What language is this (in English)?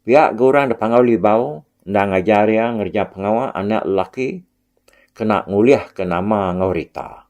Iban